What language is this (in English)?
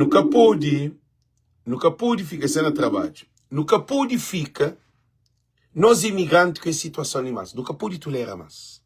Kabuverdianu